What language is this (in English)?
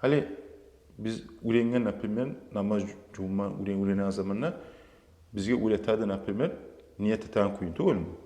Kumyk